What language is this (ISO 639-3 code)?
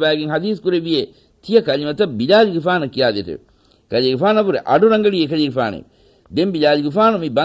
div